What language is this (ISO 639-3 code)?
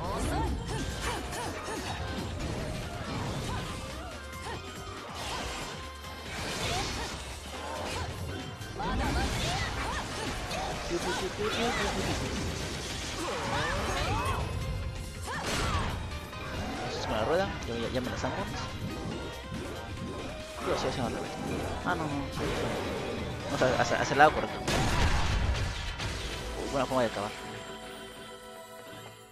spa